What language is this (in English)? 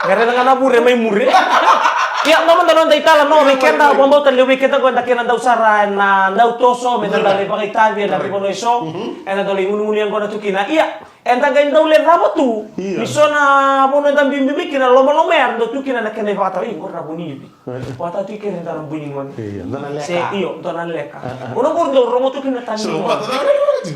Fijian